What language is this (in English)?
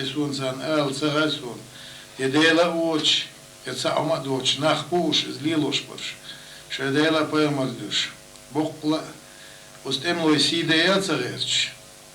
Chechen